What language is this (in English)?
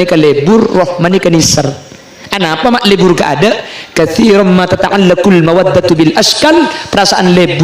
Madurese